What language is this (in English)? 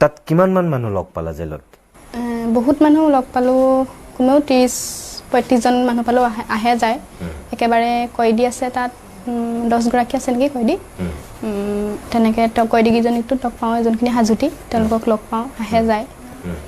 Assamese